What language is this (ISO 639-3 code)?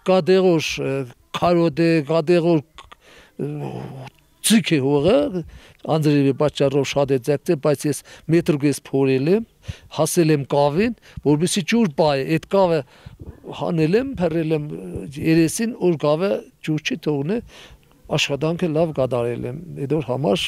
hye